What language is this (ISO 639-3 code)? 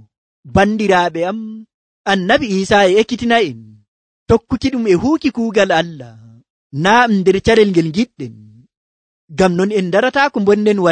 fuv